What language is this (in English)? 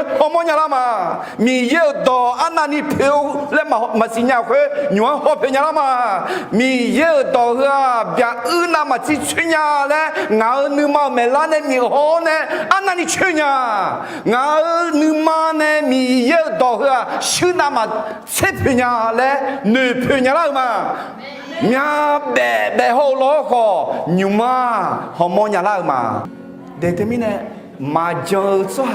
Akha